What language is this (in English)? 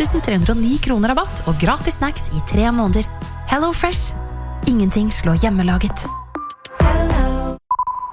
Norwegian